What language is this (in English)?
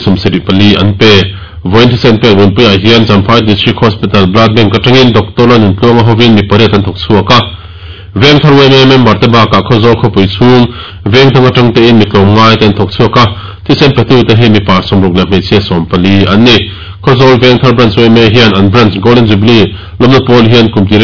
Mizo